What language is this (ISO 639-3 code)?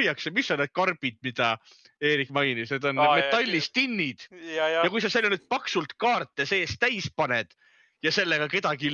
est